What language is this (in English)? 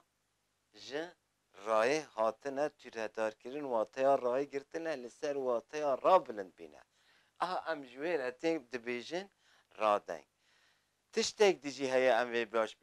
Kurdish